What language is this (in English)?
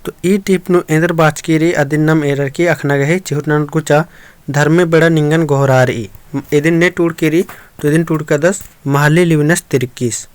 Kurukh